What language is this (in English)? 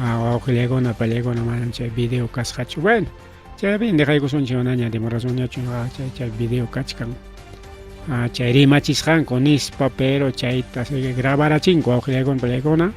Ayacucho Quechua